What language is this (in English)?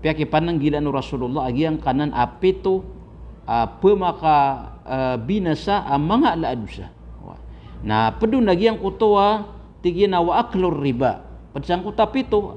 Maranao